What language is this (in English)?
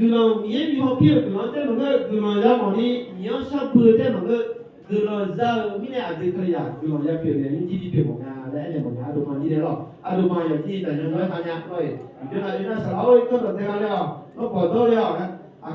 Akha